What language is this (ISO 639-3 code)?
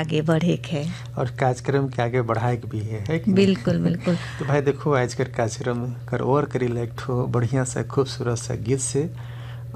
bho